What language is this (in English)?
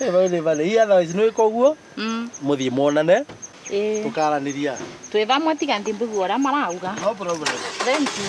Kikuyu